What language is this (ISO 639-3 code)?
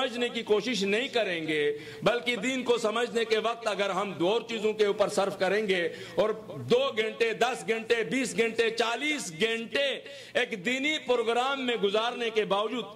urd